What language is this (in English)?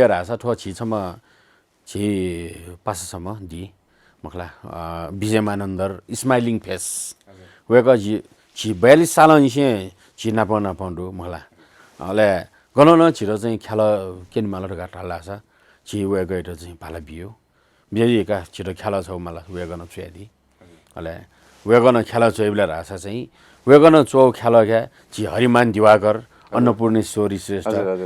Newari